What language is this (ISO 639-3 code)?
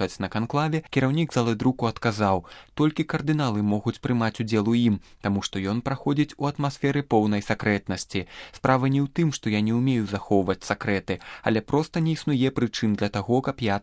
bel